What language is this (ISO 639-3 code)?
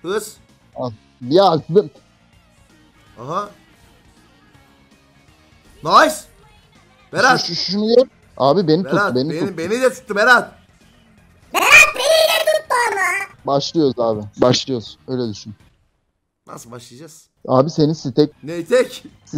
tur